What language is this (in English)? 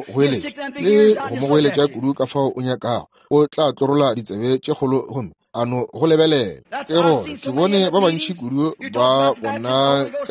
Northern Sotho